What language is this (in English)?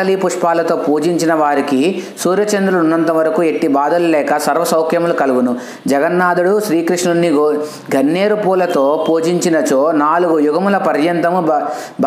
Telugu